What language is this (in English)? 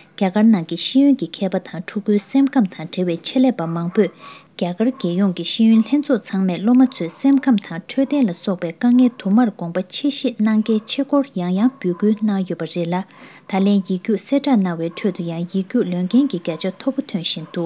Tibetan